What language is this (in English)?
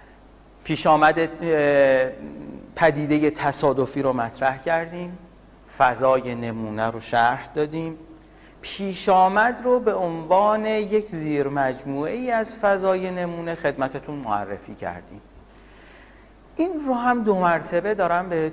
Persian